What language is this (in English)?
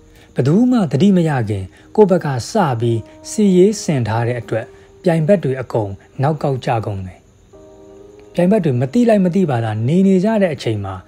Burmese